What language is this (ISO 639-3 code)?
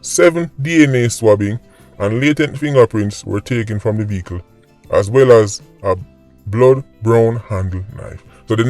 jam